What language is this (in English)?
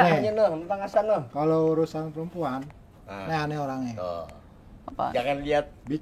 Betawi